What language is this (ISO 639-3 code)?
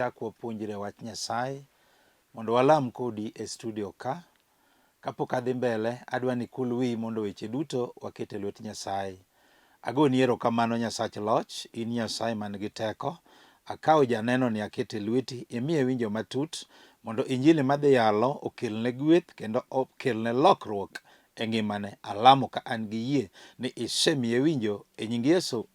luo